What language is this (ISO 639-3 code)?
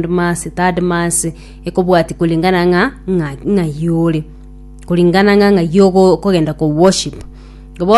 guz